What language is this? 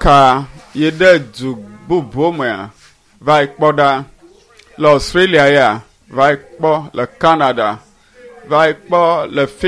Ewe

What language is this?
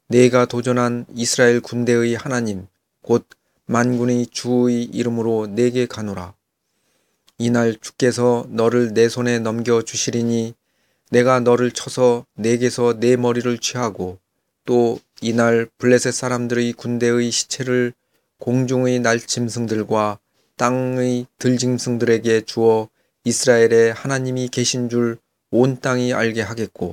Korean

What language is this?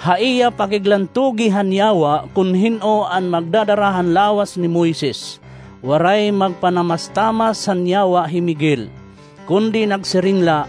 Waray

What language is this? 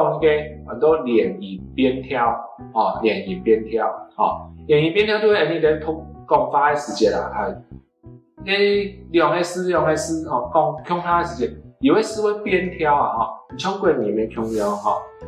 Hakka Chinese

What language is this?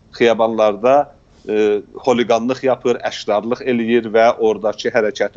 South Azerbaijani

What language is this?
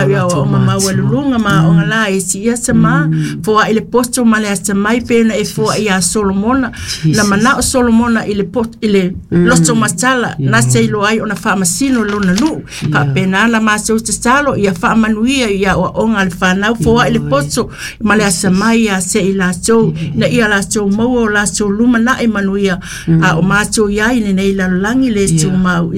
Samoan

